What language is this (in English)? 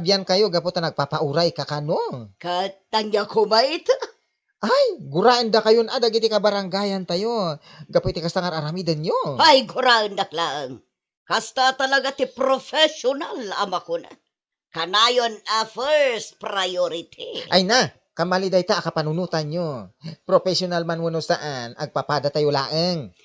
Iloko